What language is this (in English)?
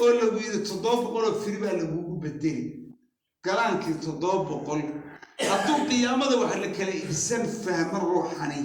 Somali